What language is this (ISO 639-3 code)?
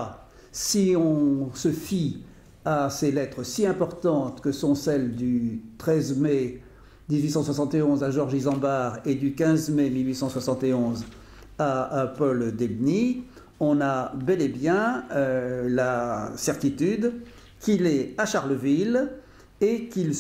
fra